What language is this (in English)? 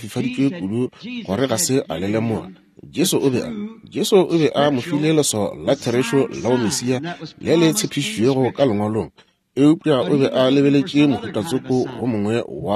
Northern Sotho